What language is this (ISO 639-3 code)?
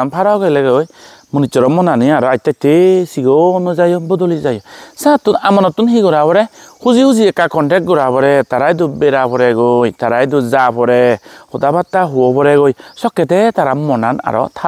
ccp